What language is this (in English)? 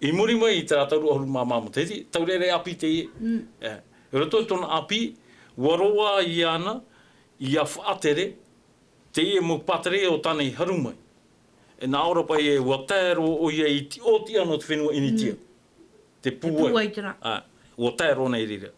Tahitian